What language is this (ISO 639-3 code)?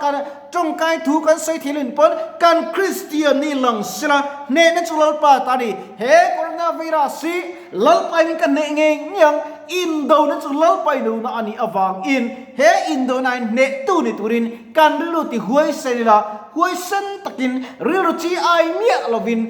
lus